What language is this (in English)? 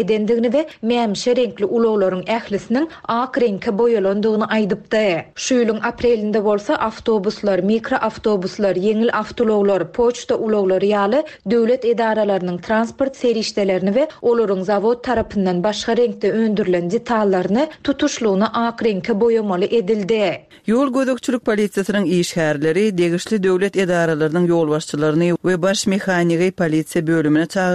Turkmen